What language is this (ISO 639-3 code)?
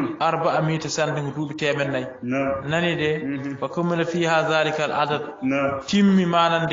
ful